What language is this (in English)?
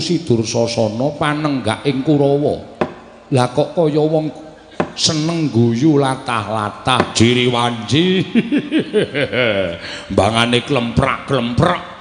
Javanese